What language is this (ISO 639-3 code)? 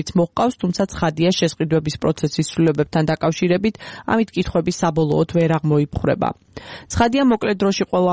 kat